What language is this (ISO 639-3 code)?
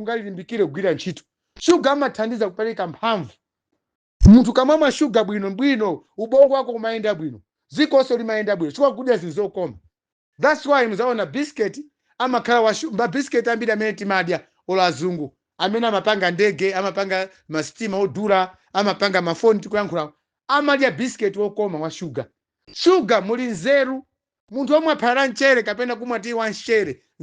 nya